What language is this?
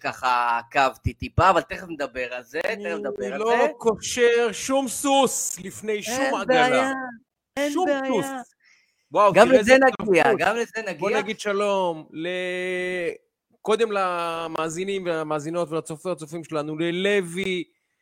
Hebrew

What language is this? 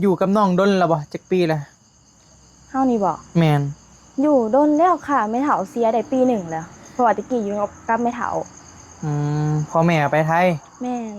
Northeastern Thai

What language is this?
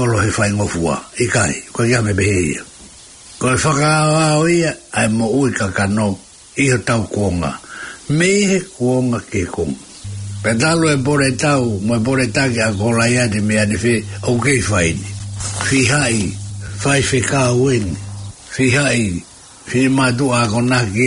Tongan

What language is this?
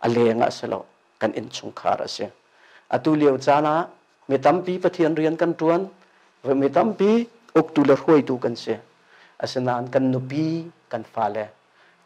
Hakha Chin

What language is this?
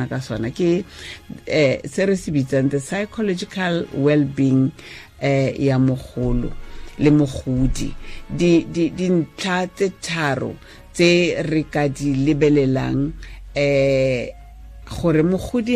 Tswana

